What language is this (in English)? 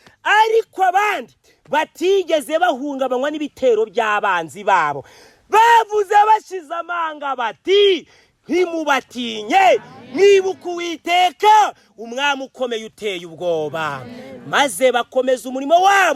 Kinyarwanda